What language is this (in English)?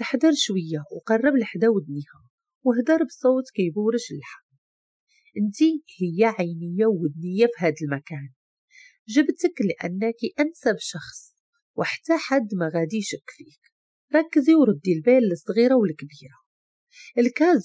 Moroccan Arabic